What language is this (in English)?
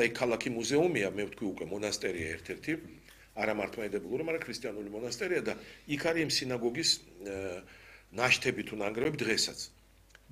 Georgian